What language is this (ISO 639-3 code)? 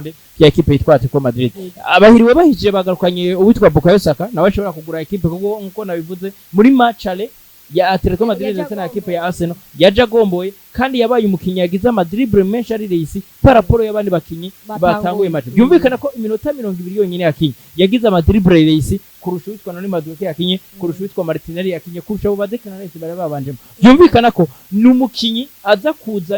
run